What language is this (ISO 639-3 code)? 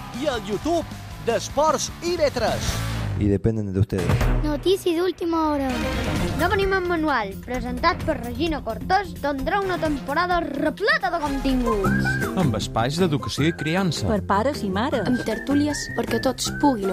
cat